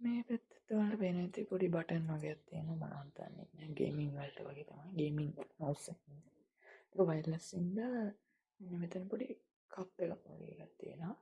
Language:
Sinhala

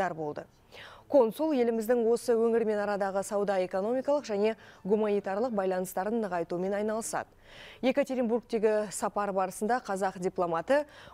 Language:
Kazakh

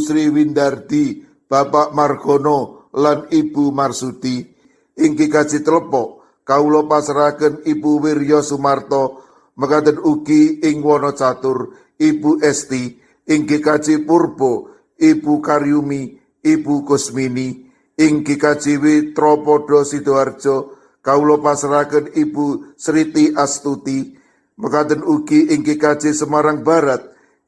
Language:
Javanese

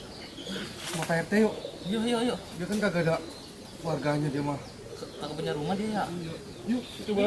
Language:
Betawi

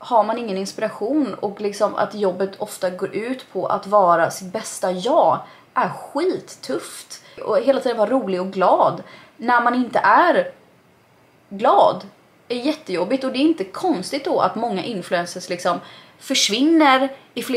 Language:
Swedish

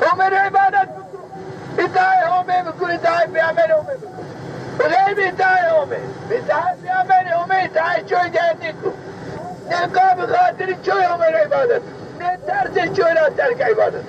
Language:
Zaza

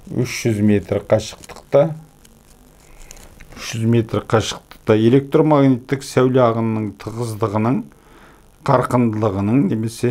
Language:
Kazakh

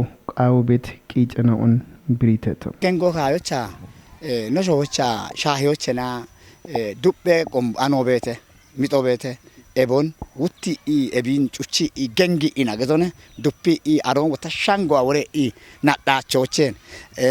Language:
Kafa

